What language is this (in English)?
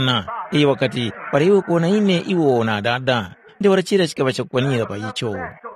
Tumbuka